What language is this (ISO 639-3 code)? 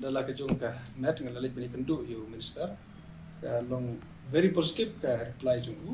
kha